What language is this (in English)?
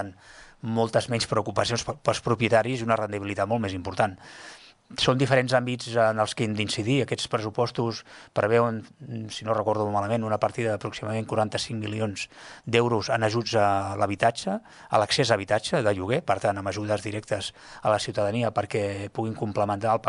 Catalan